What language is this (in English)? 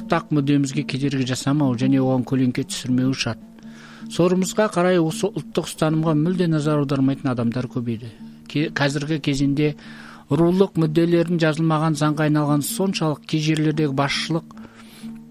Kazakh